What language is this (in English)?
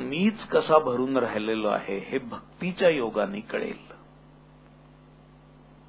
Marathi